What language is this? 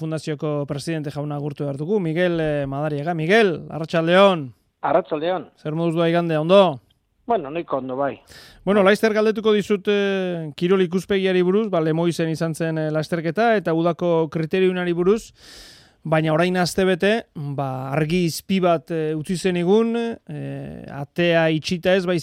Basque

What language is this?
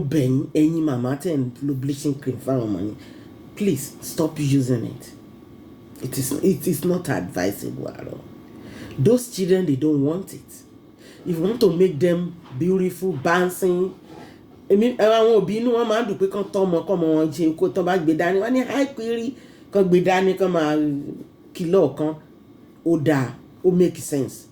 Yoruba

